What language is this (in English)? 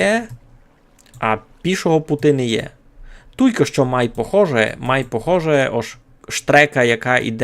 Rusyn